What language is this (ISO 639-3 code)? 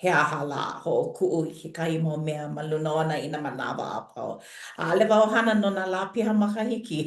haw